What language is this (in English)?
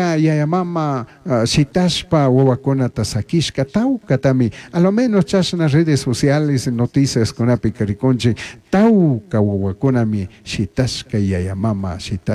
Chimborazo Highland Quichua